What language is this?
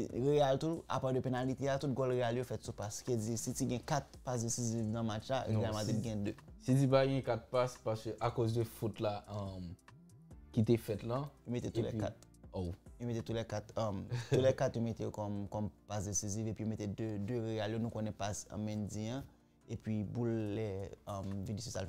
Haitian Creole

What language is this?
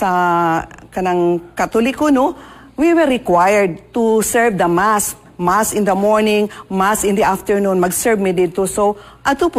Cebuano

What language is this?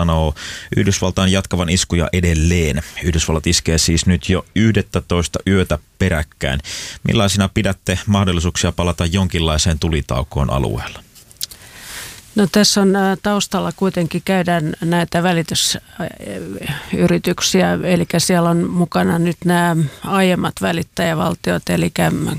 Finnish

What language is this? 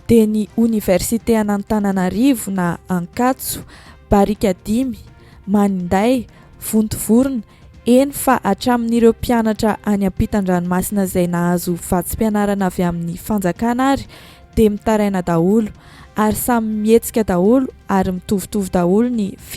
Malagasy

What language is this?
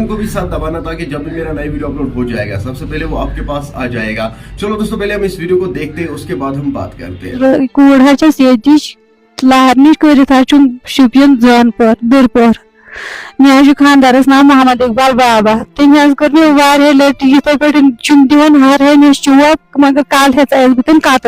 Kashmiri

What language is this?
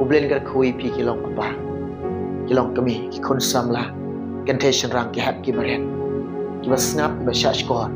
Khasi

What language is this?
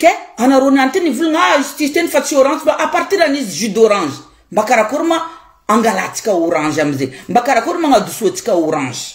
Malagasy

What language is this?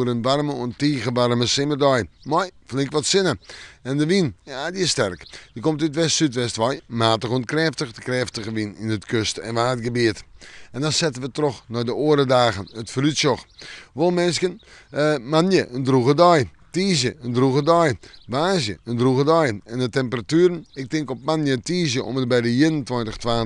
Western Frisian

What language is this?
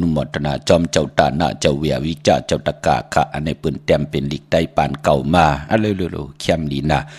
Shan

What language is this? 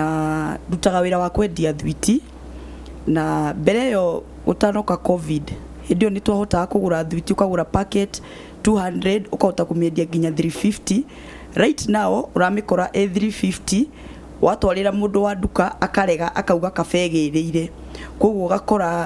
Kikuyu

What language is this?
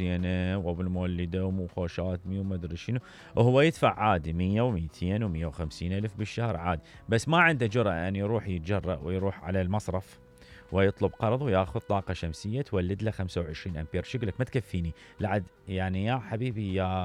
Mesopotamian Arabic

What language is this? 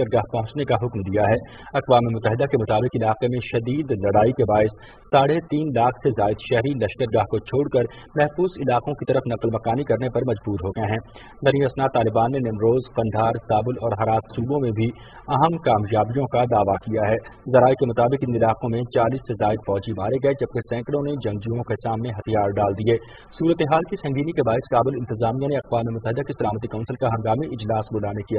Urdu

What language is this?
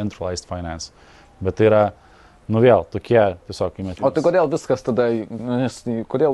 Lithuanian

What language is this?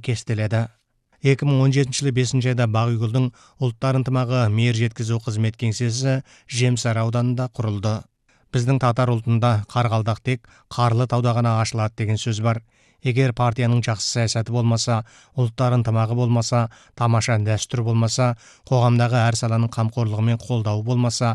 Kazakh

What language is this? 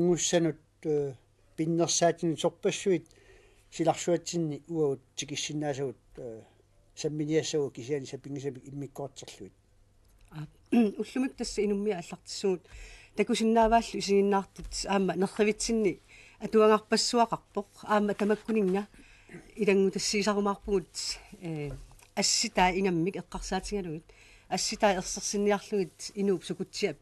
Kalaallisut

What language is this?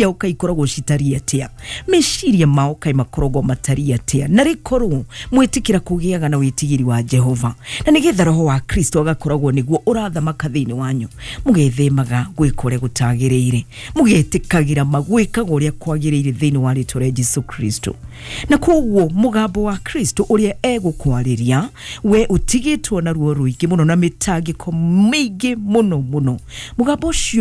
Kikuyu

